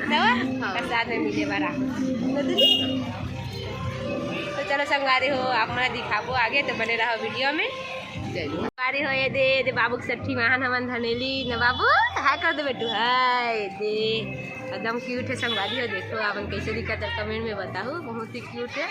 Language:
Chhattisgarhi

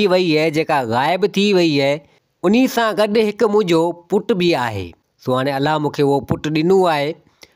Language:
Sindhi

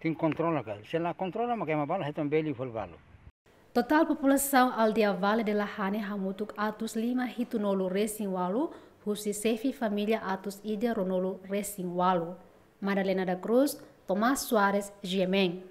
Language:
Tetum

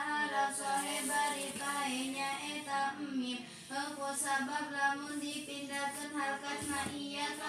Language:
Sundanese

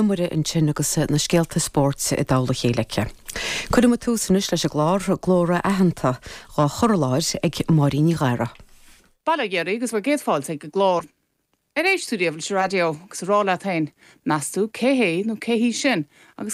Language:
Irish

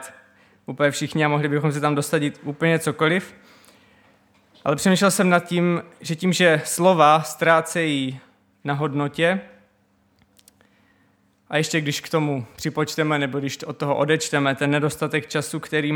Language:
Czech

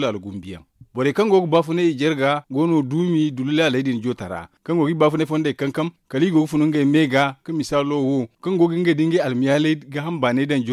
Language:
Zarma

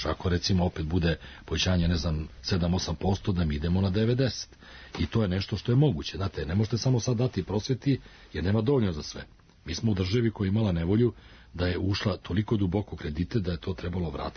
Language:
Serbian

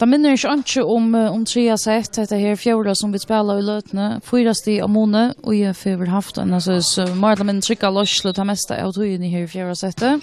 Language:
Faroese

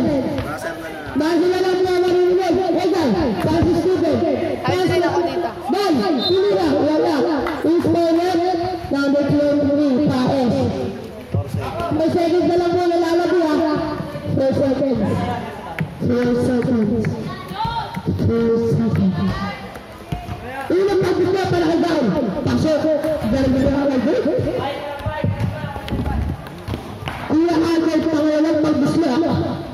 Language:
Filipino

